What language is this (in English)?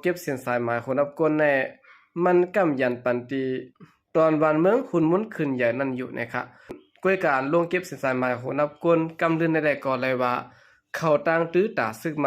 Shan